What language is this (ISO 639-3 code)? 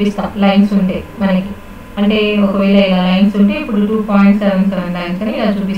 tel